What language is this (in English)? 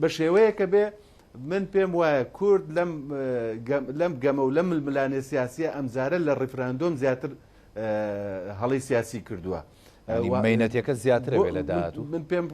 Central Kurdish